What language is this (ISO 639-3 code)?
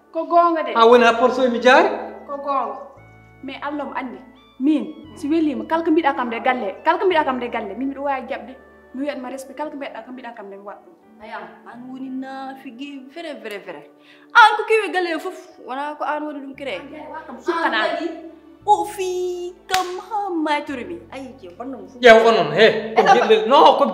ful